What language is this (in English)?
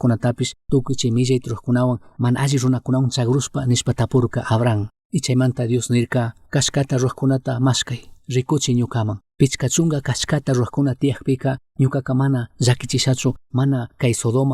Chimborazo Highland Quichua